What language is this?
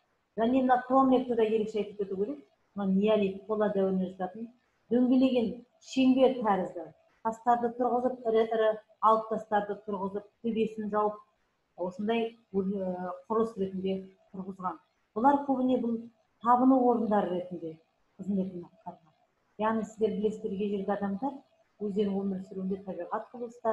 Kazakh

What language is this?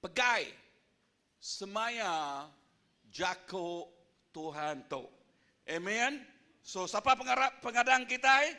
Iban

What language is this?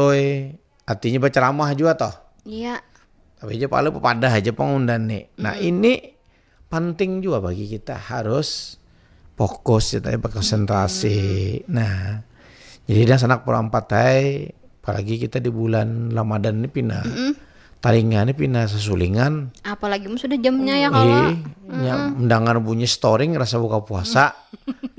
Banjar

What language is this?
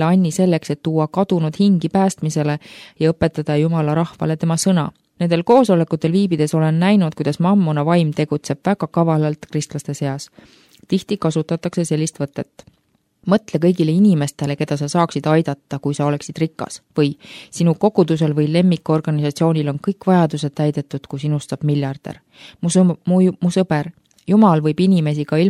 Estonian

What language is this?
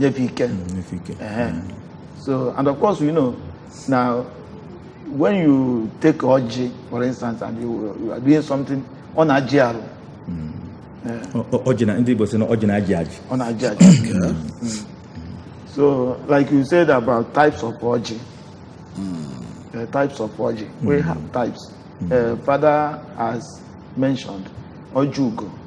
Igbo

